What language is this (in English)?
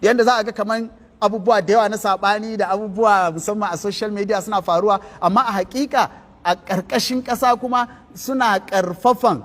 Hausa